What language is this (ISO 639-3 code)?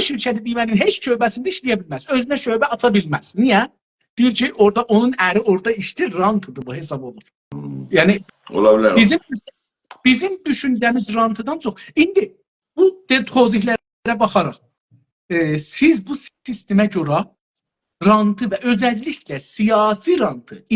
azb